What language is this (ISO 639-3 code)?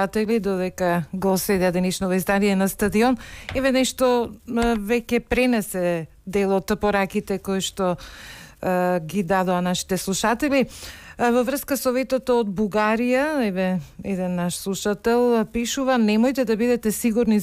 mkd